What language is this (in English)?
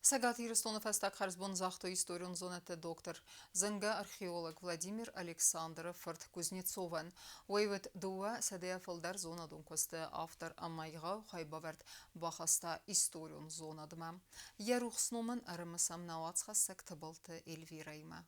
Ossetic